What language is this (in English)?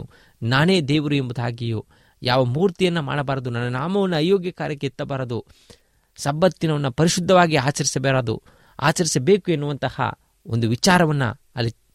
Kannada